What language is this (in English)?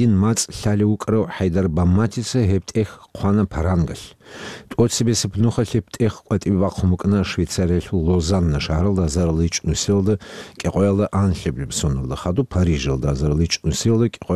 Avaric